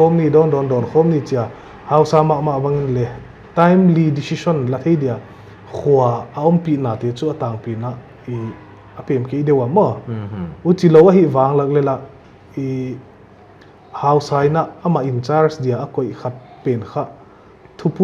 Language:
Paite Chin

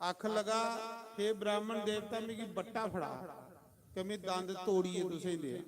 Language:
Dogri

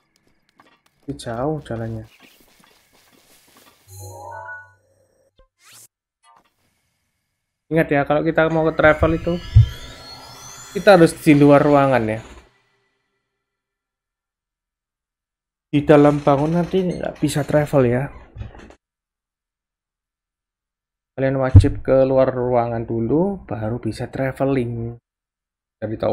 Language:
Indonesian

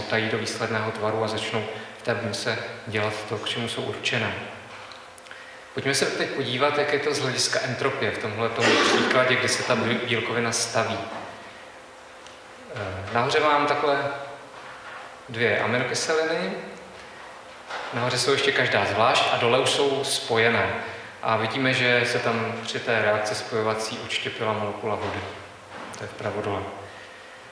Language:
Czech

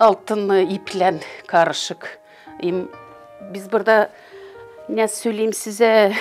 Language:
Gagauz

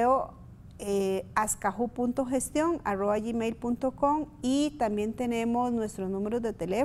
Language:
Spanish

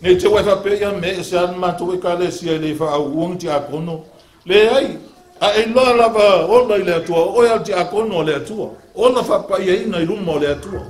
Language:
Samoan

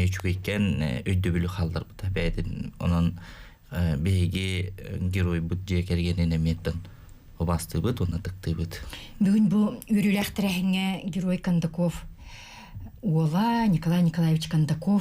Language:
Yakut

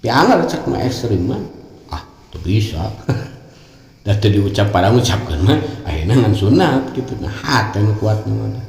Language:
Sundanese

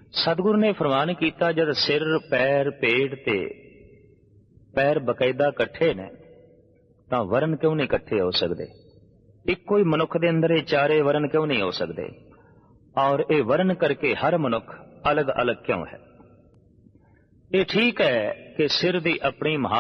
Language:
Punjabi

